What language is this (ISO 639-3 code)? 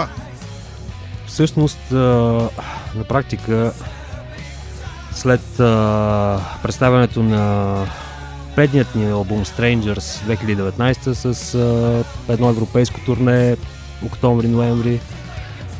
bul